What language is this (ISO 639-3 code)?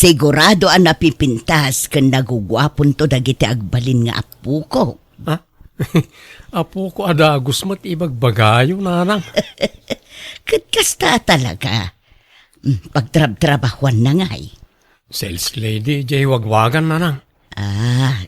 ilo